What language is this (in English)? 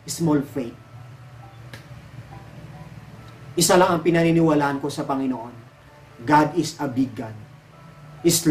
Filipino